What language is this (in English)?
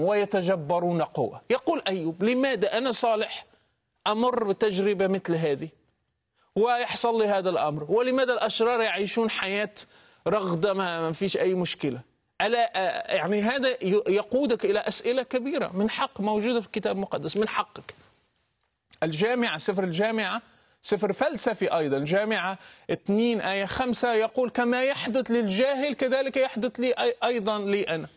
Arabic